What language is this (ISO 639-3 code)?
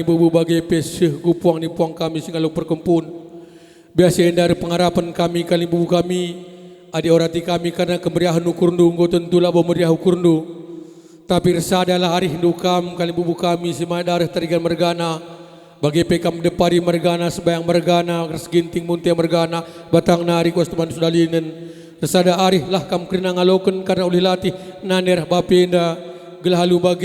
btx